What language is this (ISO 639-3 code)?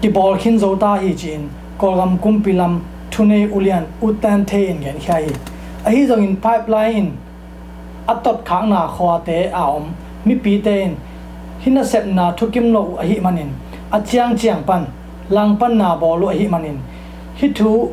ctd